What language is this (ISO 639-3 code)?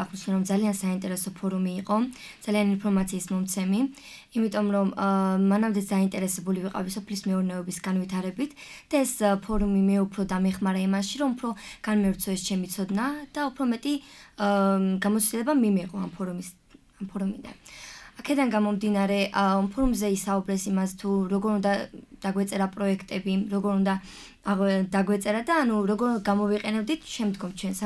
kat